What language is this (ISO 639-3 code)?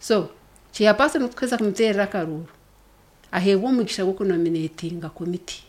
nyn